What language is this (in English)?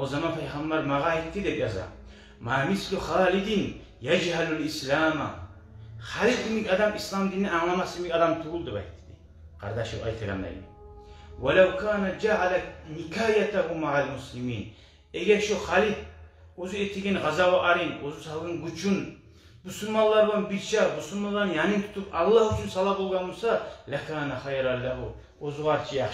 Kumyk